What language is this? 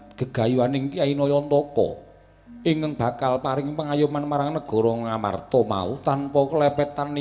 Javanese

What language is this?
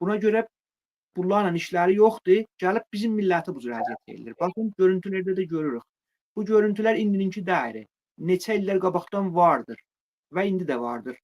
Azerbaijani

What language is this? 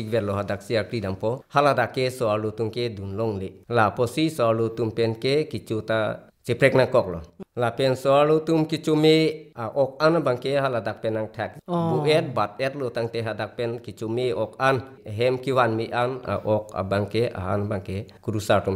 Karbi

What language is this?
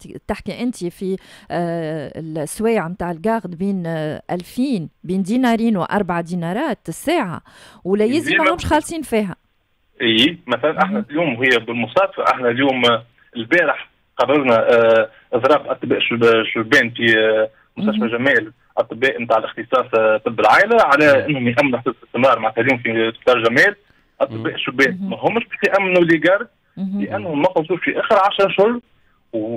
Tunisian Arabic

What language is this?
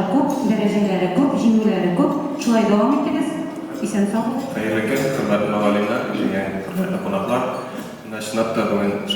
Tatar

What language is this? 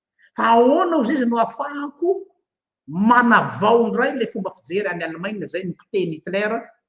Malagasy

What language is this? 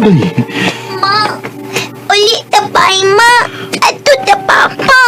Cebuano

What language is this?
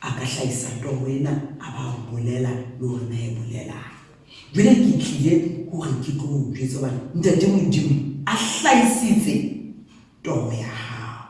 Southern Sotho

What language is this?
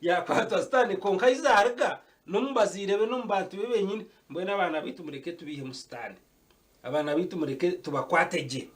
Nyankole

